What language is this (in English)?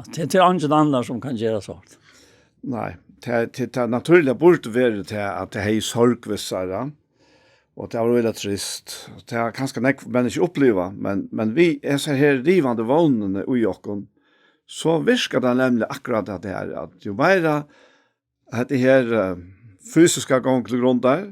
Faroese